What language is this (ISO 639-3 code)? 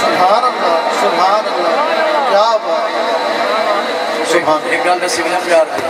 skr